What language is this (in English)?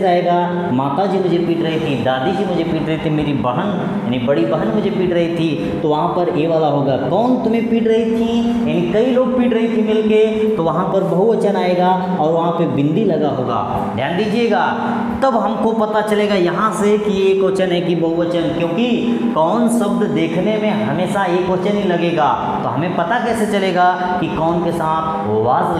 Hindi